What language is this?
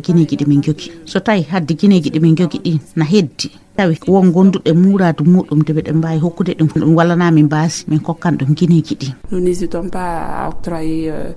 Fula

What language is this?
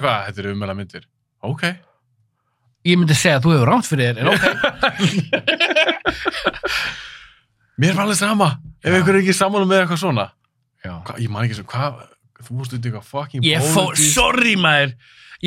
Icelandic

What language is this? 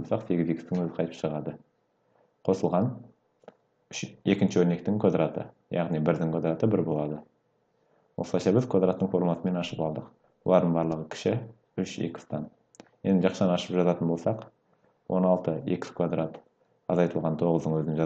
Kazakh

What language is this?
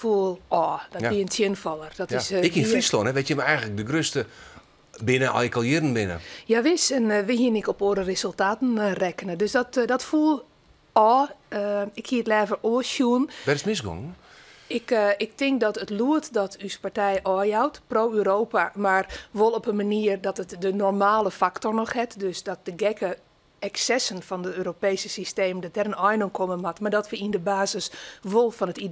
Western Frisian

